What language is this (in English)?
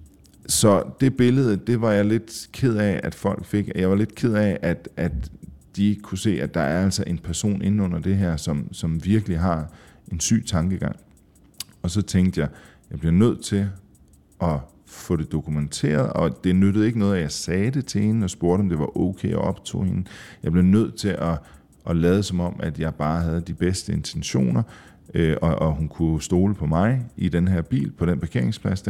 Danish